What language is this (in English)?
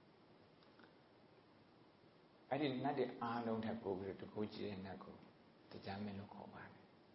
Burmese